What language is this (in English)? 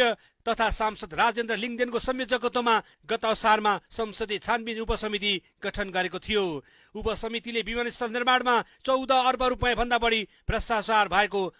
Nepali